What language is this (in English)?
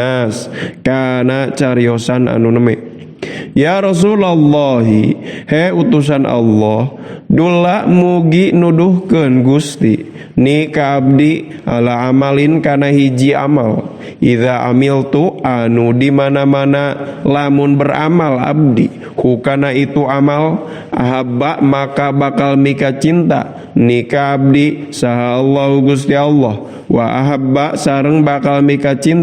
Sundanese